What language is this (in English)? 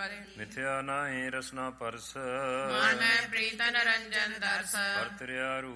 Punjabi